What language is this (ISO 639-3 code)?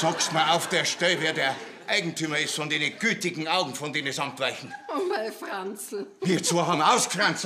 bar